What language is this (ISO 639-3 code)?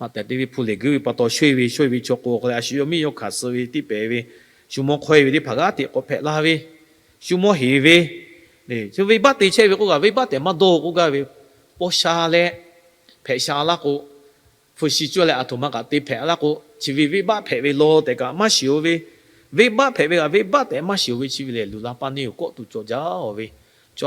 lhu